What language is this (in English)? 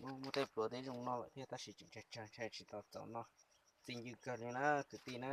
Hmong